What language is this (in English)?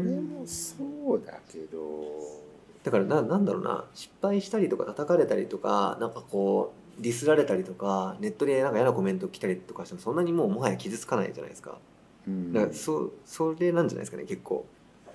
Japanese